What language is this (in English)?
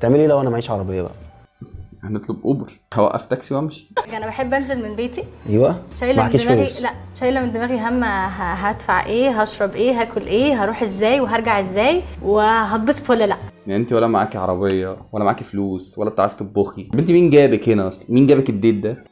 Egyptian Arabic